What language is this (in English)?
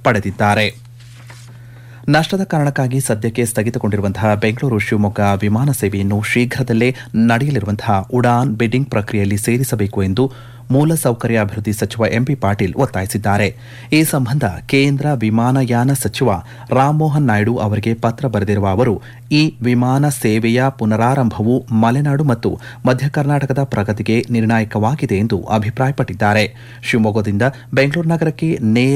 Kannada